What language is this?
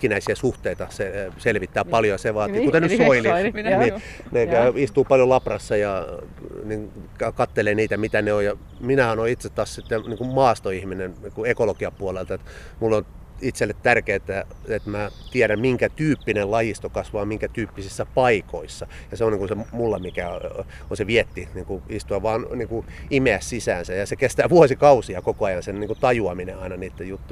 Finnish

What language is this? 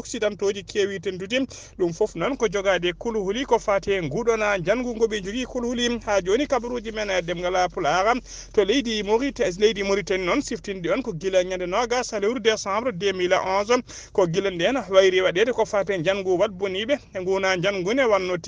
Fula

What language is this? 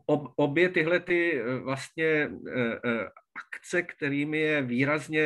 Czech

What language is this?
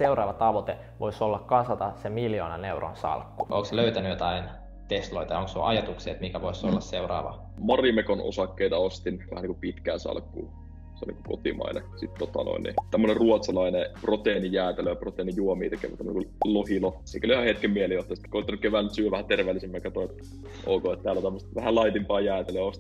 Finnish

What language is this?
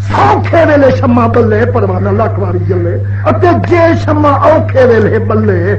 Saraiki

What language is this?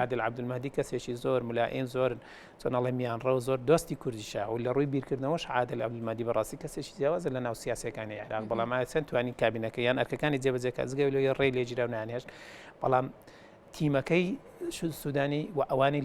Central Kurdish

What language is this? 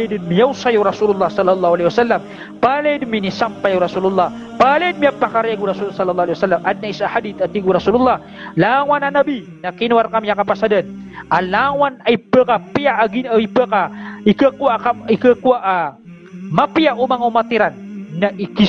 Maranao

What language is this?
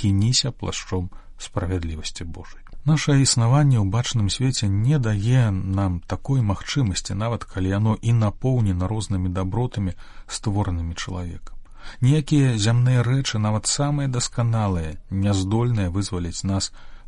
Belarusian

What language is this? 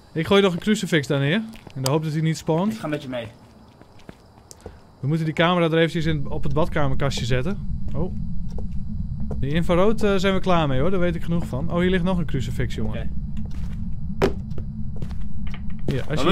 Dutch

